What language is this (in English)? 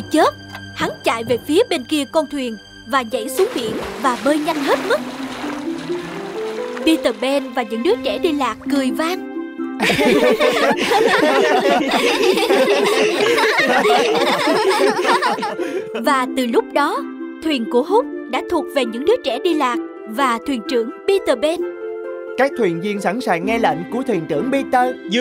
Vietnamese